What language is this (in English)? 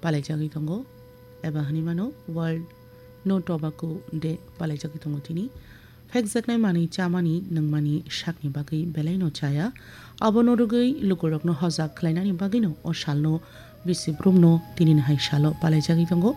Kok Borok